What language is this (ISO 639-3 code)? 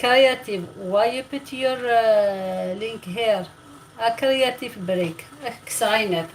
arq